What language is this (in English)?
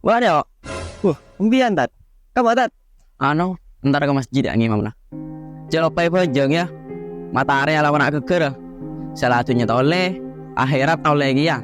Madurese